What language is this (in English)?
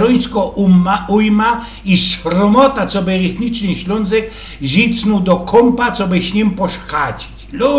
Silesian